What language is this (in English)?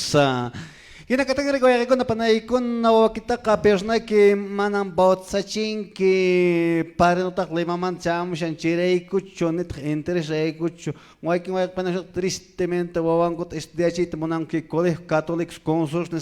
Quechua